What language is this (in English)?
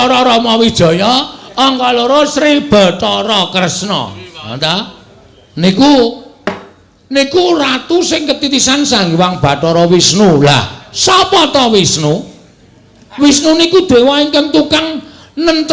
Javanese